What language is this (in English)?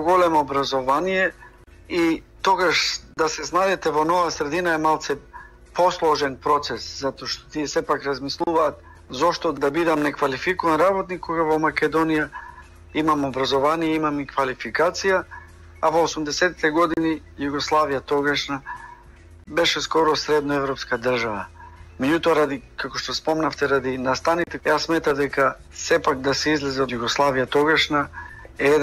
Macedonian